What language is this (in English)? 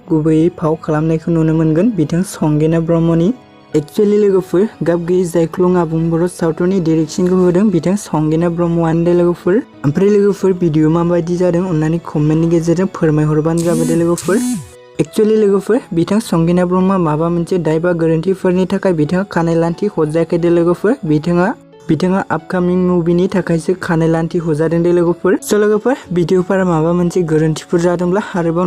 Bodo